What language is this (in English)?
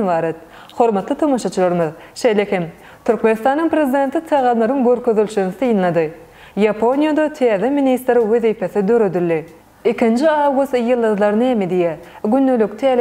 Turkmen